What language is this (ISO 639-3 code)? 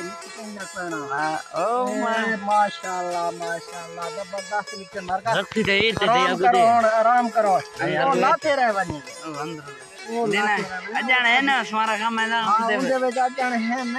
skr